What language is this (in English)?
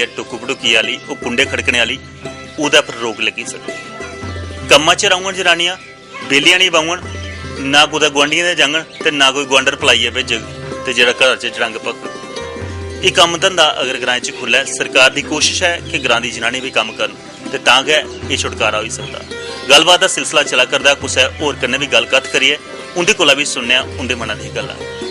Dogri